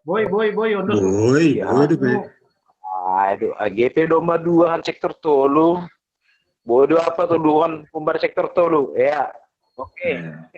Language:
Batak Simalungun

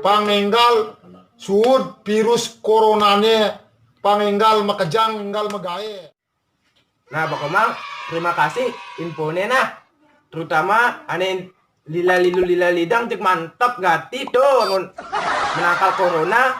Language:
Balinese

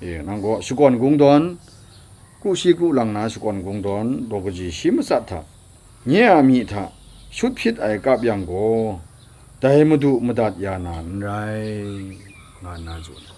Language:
Kachin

